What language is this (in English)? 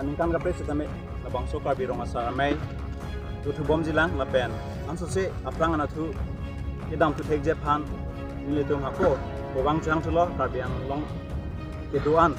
Karbi